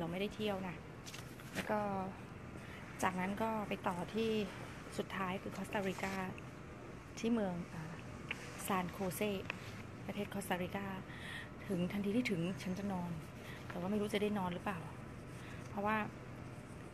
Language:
Thai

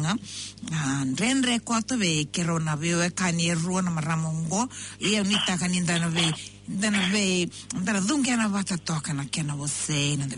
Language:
Fijian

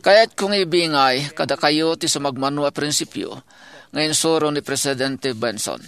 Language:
Iloko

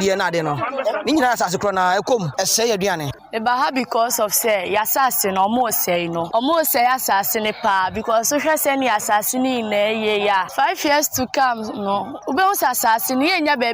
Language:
Akan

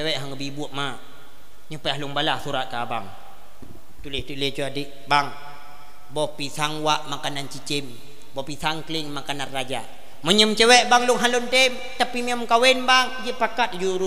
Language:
Achinese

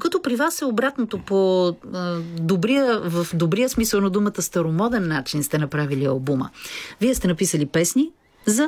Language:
Bulgarian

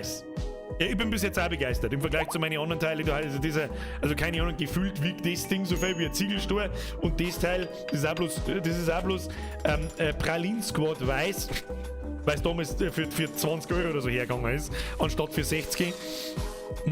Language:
Bavarian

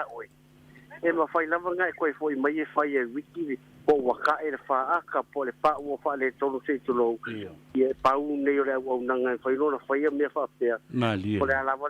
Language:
Samoan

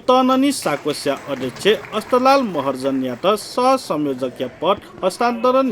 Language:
Newari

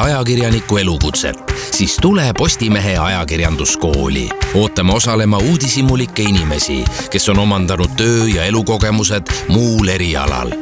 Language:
Estonian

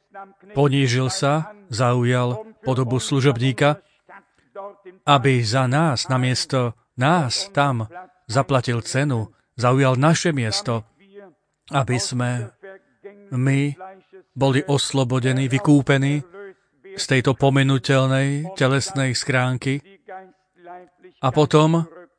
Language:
Slovak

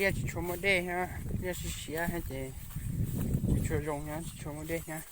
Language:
Hmong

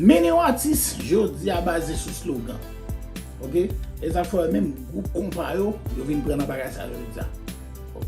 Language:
Haitian Creole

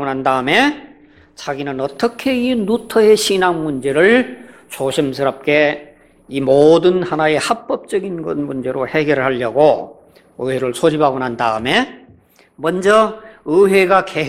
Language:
Korean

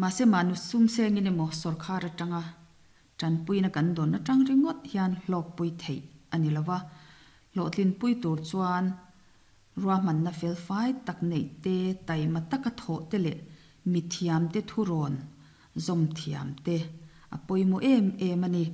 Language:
Mizo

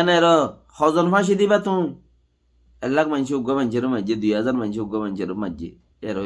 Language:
Rohingya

